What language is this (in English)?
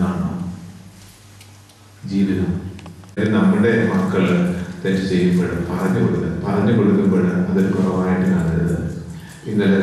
Malayalam